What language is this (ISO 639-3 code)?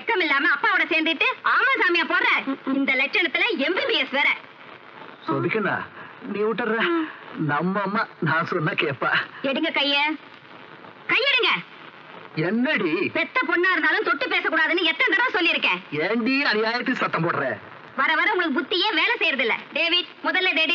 tam